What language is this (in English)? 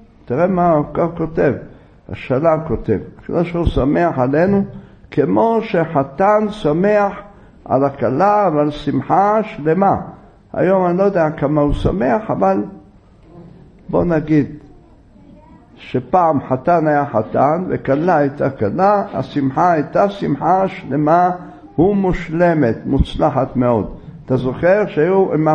Hebrew